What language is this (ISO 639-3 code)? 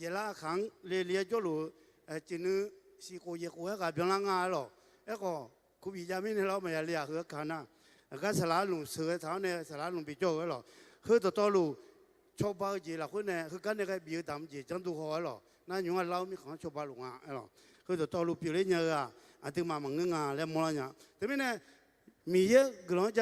ahk